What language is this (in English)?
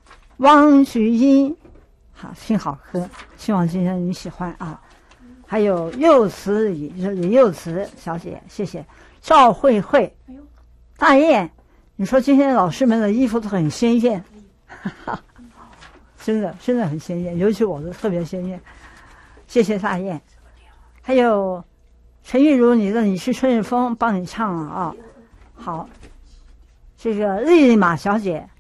Chinese